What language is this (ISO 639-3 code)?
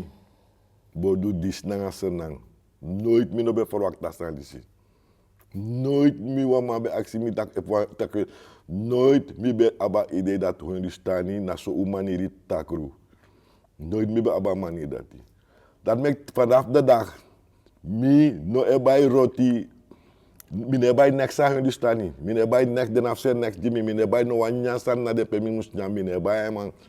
srn